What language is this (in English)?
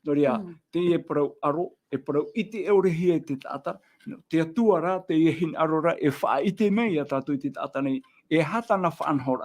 Tahitian